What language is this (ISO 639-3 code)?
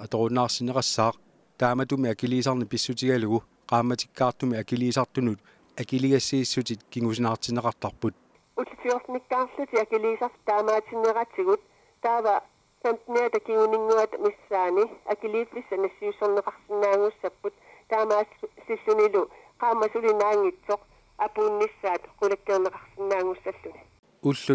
kal